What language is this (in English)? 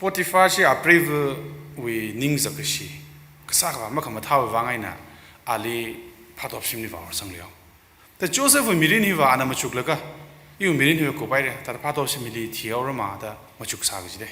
Tangkhul Naga (India)